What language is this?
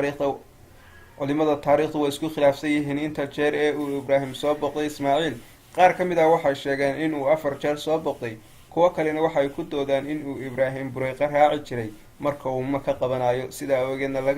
Somali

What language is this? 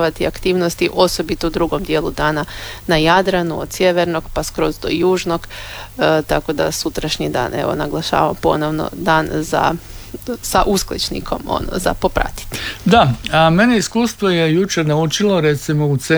Croatian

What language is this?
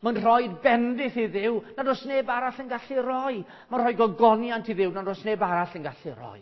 Welsh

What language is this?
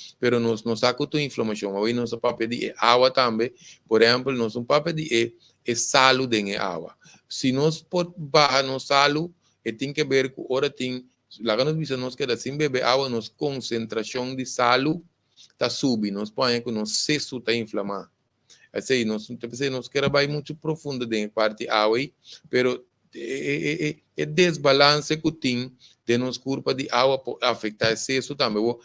Papiamento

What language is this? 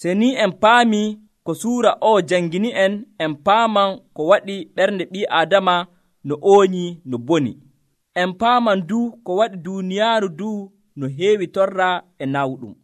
Nigerian Fulfulde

